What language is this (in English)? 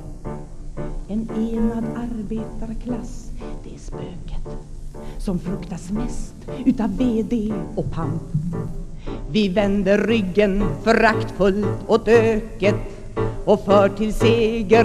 Swedish